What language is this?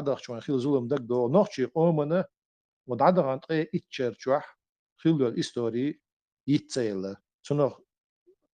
Chechen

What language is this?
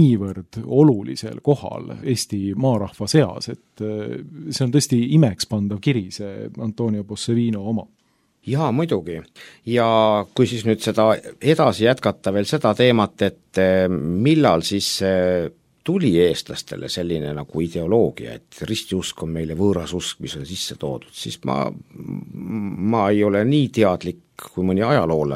Estonian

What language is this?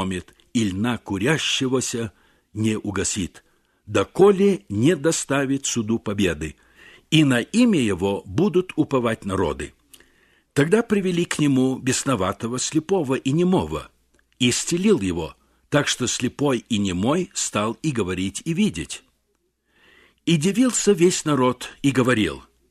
Russian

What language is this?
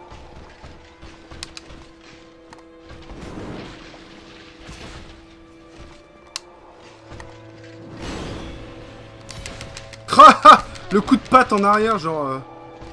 French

